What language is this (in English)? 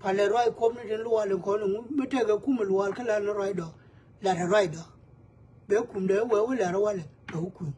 Nuer